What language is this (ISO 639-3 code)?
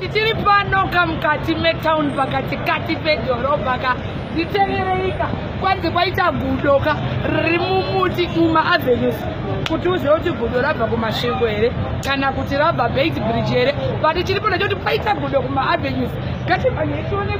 sna